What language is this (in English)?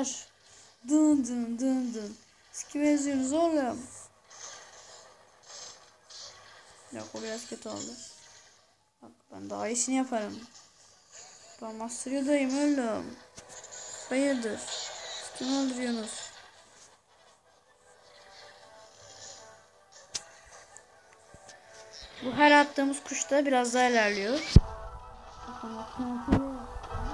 Turkish